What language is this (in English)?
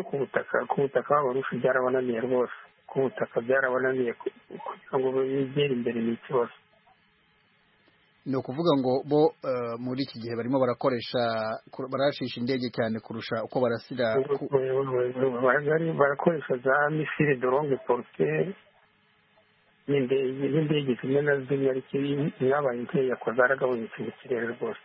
Kinyarwanda